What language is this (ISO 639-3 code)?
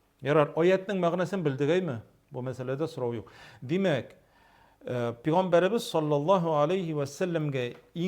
tat